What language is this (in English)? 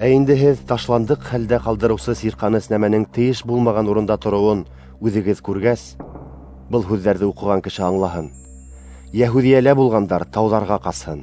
Bashkir